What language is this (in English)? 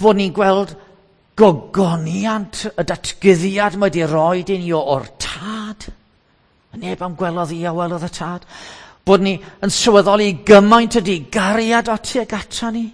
Welsh